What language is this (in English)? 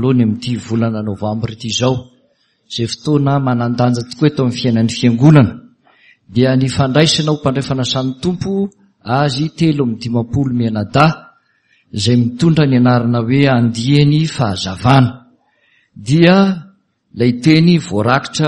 Malagasy